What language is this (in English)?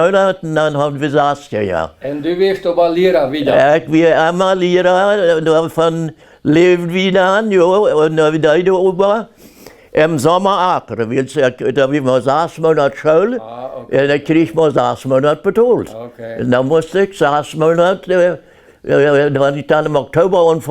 Plautdietsch